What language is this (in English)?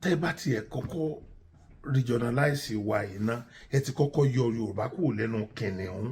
Yoruba